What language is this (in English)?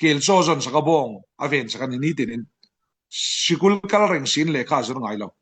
Falam Chin